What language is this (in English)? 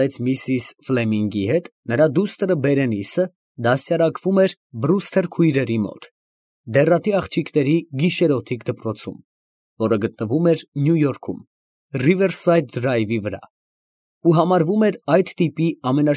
Armenian